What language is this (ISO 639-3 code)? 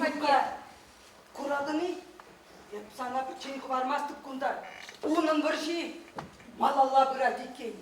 chv